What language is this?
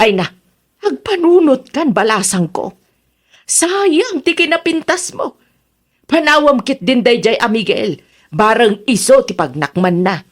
Iloko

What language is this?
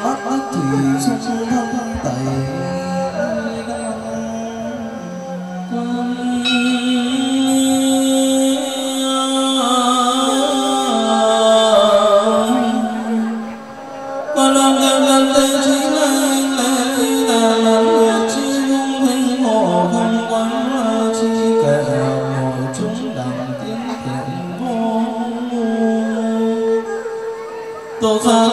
Vietnamese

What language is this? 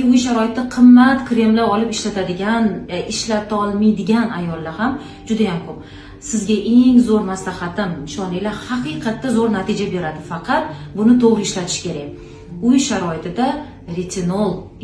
Uzbek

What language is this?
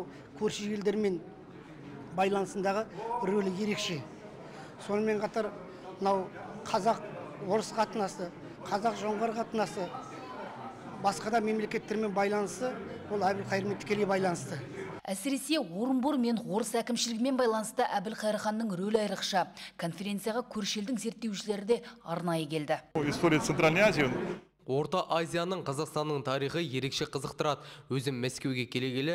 Kazakh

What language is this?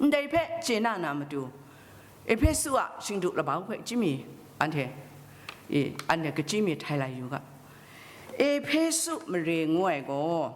Kachin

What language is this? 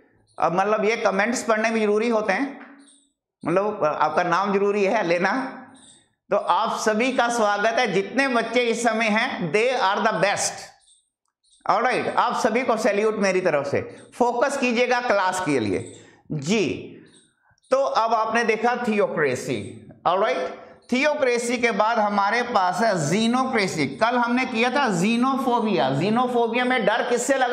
Hindi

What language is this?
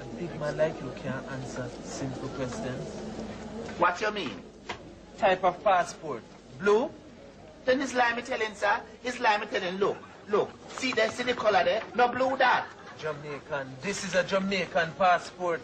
Jamaican Creole English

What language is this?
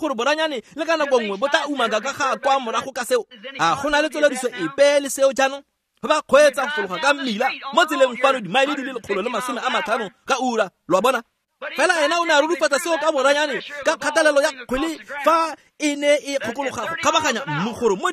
Tswana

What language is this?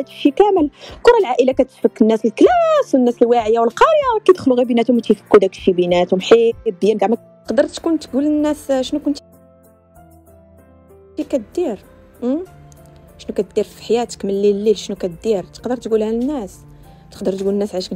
Moroccan Arabic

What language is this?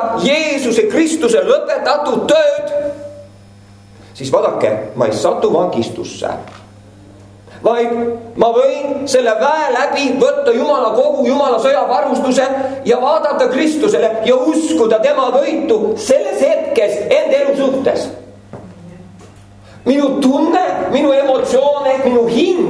Estonian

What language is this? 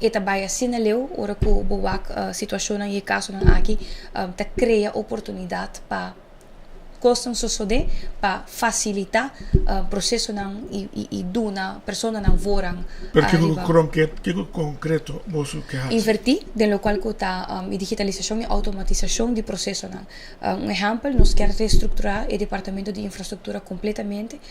Papiamento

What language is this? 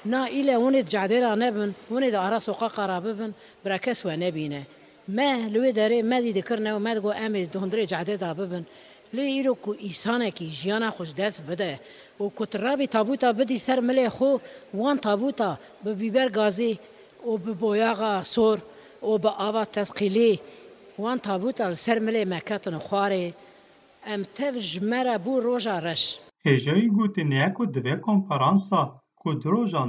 Kurdish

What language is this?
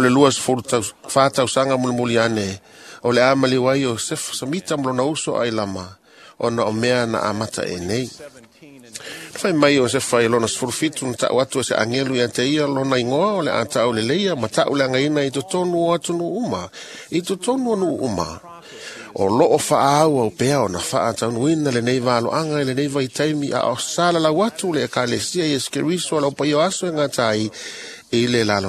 Samoan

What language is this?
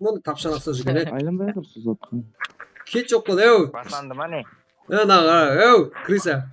Kara-Kalpak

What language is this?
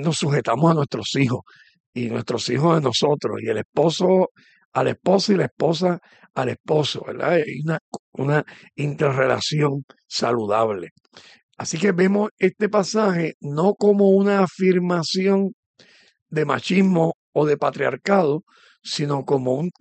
Spanish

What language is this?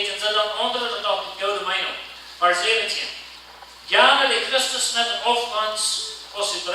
Plautdietsch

